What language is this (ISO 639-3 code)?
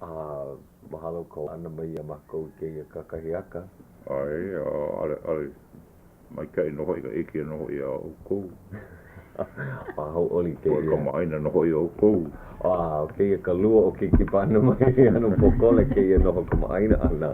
haw